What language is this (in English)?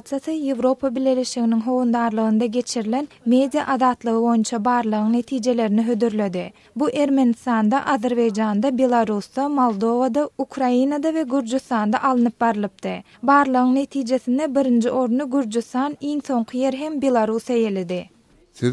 Turkmen